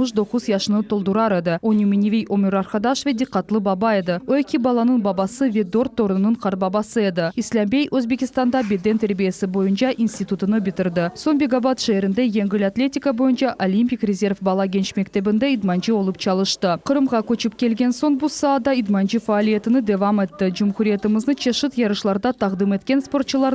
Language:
Crimean Tatar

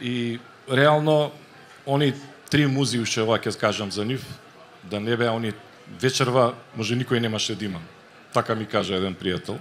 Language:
Macedonian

